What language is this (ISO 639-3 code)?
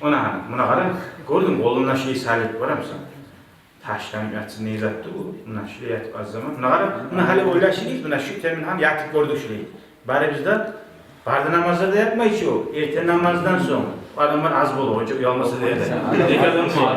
kum